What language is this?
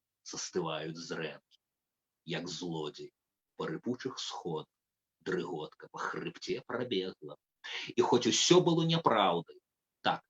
Belarusian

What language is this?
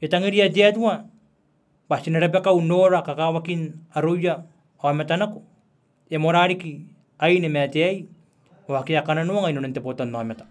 Gilbertese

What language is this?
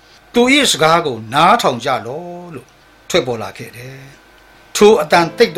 Burmese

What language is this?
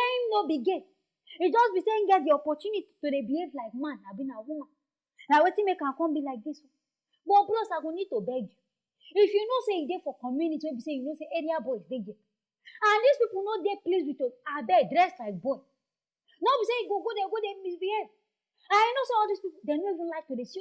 Nigerian Pidgin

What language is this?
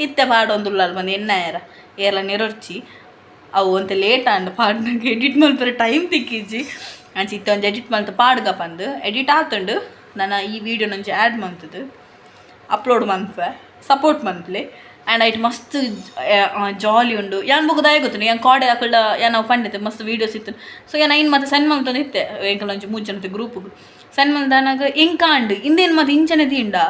Tulu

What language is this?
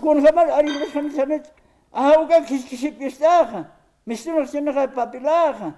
Aymara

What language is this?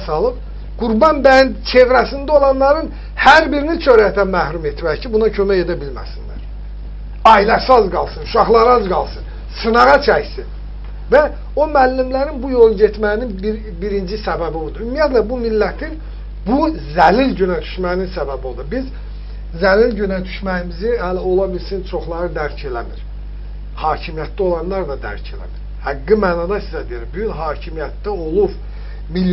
Azerbaijani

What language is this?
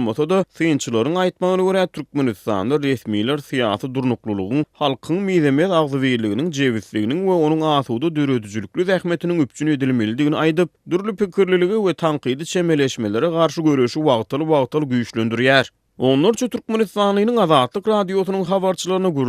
Turkmen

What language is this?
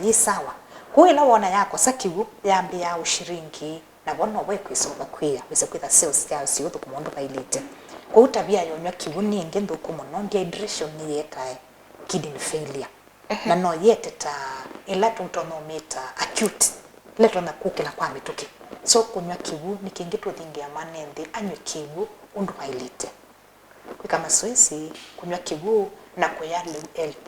Kamba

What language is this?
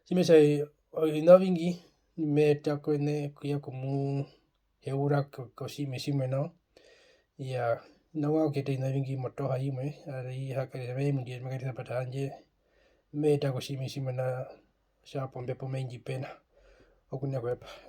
Herero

